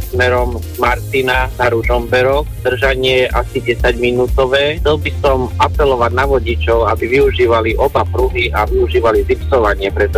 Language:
Slovak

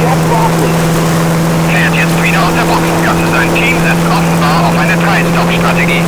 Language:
Bavarian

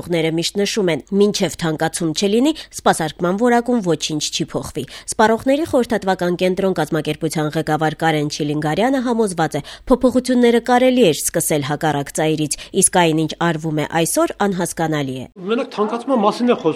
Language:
Armenian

